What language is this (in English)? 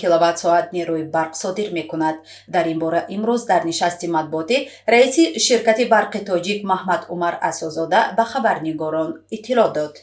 Tajik